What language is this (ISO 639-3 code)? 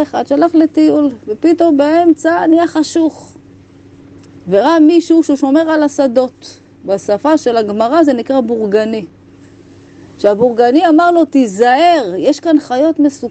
heb